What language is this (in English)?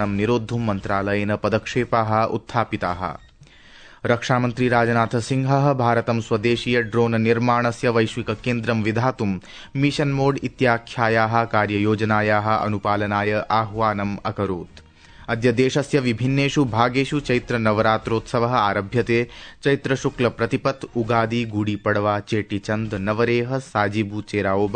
Sanskrit